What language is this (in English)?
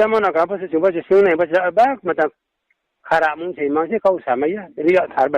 Riang (India)